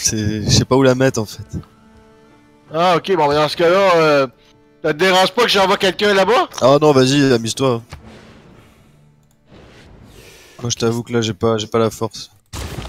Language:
French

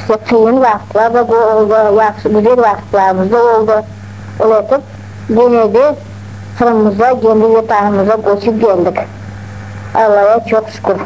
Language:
Crimean Tatar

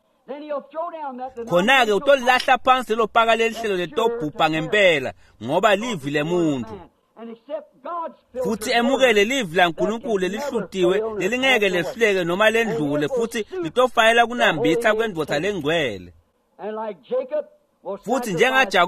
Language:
Swati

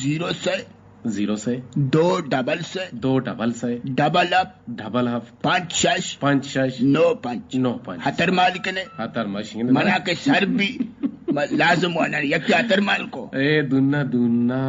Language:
Eastern Balochi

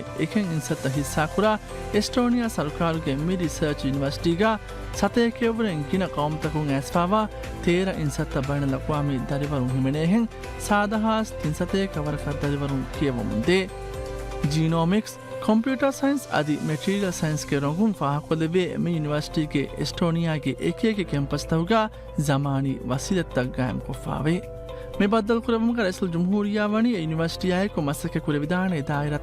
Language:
Divehi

